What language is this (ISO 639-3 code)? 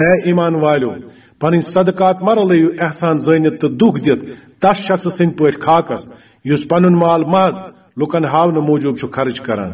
kas